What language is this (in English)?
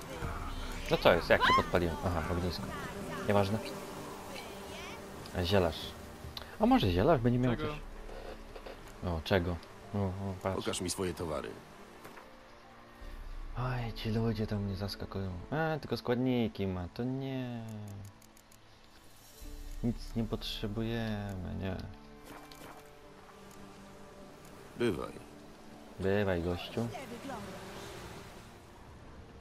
Polish